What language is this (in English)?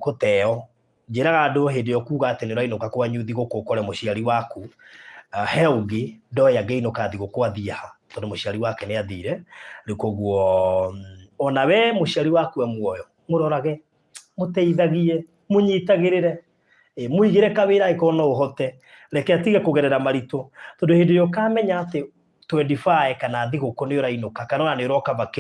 Kikuyu